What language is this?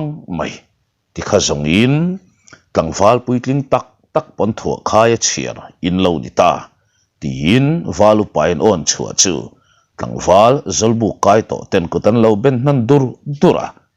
Mizo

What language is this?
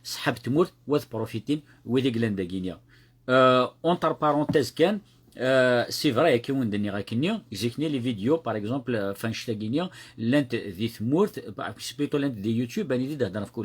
Kabyle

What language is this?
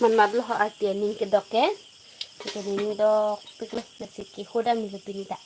Karbi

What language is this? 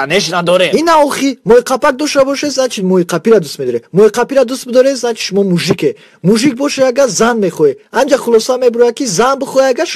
Tajik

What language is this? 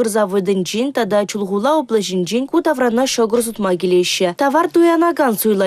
Chuvash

